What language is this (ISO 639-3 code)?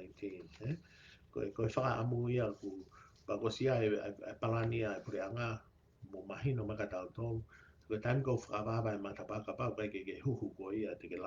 ton